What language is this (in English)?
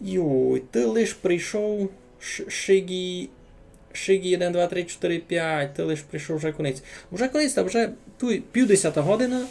Rusyn